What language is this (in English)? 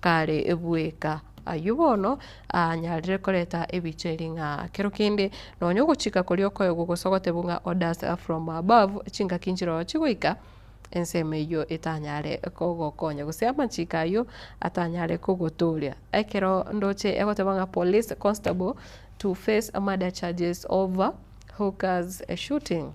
Gusii